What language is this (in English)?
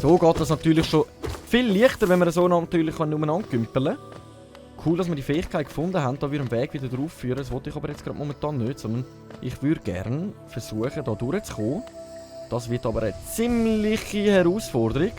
Swiss German